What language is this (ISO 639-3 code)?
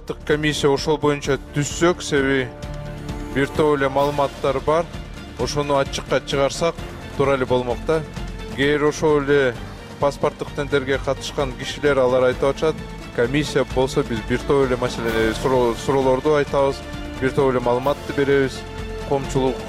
kir